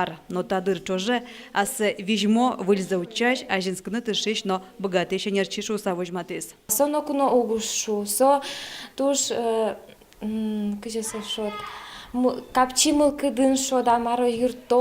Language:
Udmurt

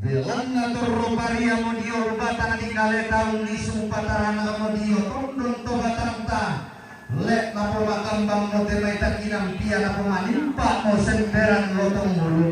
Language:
Toraja-Sa'dan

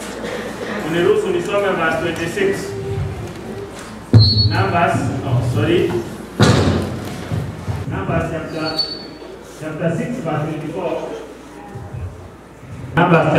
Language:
Swahili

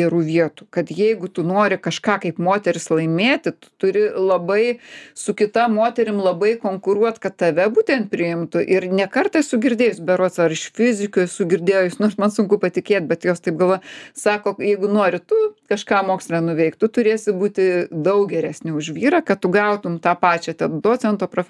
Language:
Lithuanian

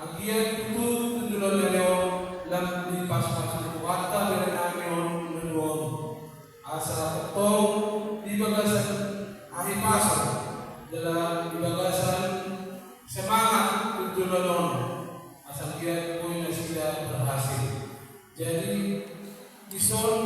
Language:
Batak Toba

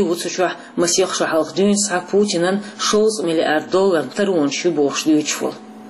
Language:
Chechen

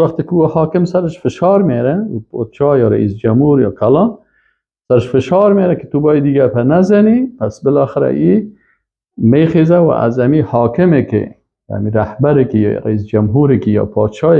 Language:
Persian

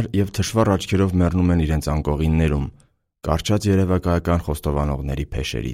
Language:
Armenian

